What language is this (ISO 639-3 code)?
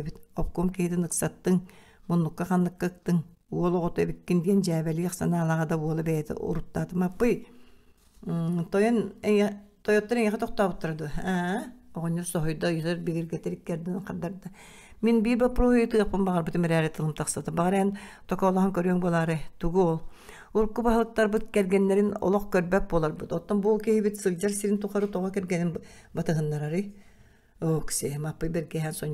sah